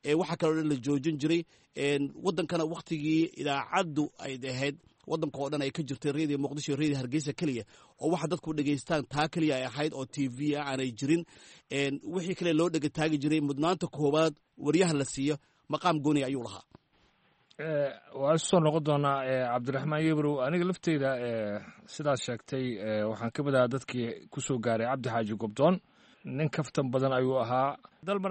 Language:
Somali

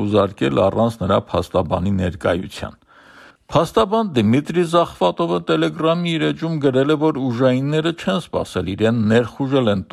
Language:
Armenian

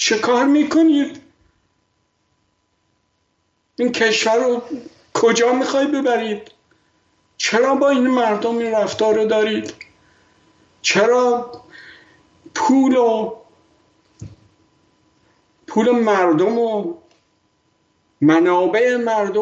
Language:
Persian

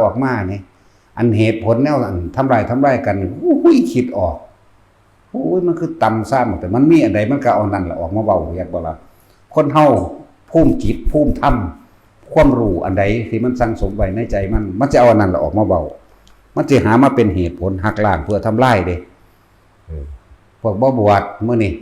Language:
Northeastern Thai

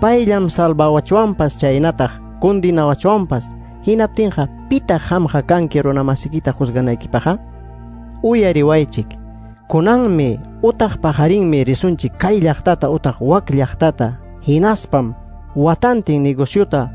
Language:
Ayacucho Quechua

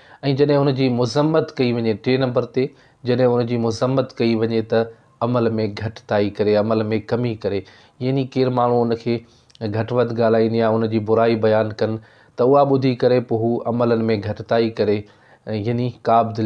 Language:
Sindhi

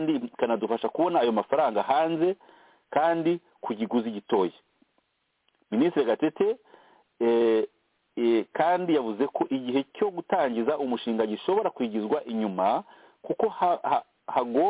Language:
Kinyarwanda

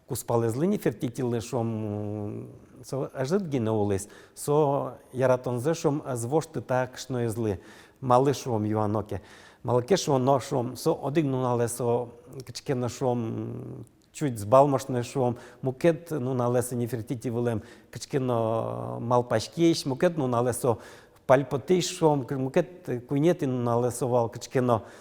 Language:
Udmurt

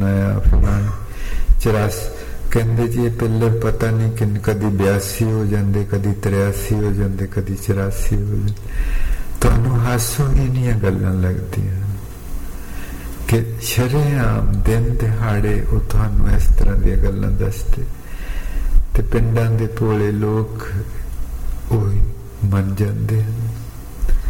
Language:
Punjabi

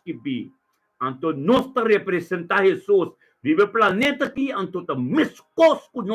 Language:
Papiamento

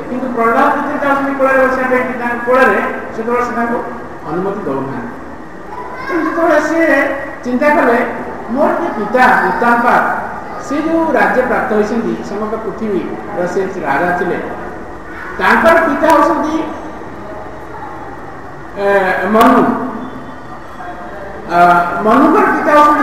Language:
Odia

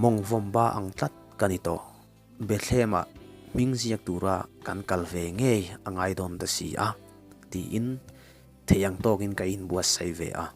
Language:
Mizo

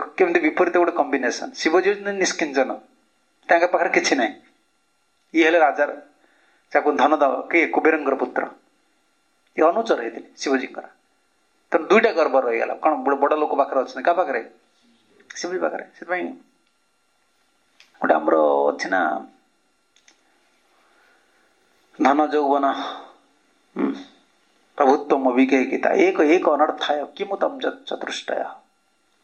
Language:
Odia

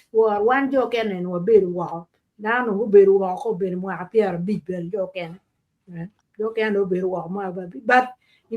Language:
Acoli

